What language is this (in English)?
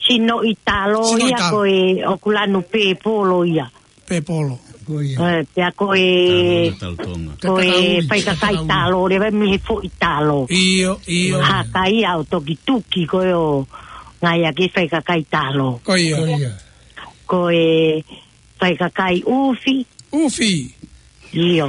Tongan